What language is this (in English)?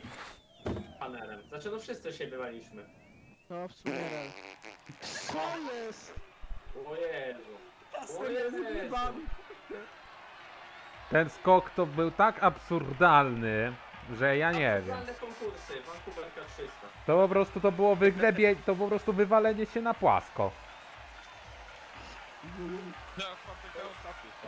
Polish